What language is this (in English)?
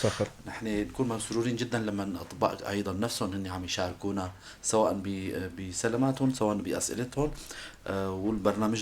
North Levantine Arabic